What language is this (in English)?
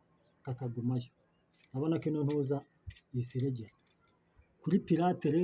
Kinyarwanda